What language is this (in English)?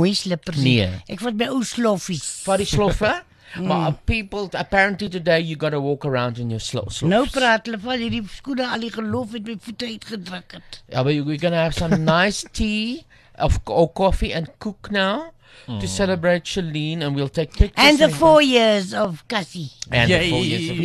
Afrikaans